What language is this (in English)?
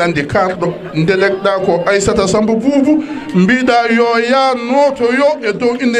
Fula